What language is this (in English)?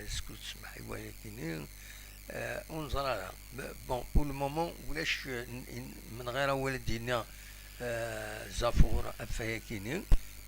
Kabyle